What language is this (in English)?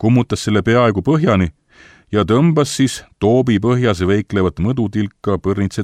Estonian